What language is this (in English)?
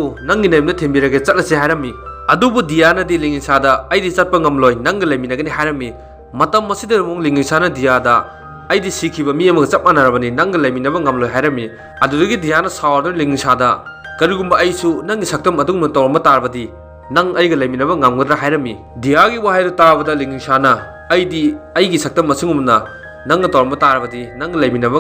Manipuri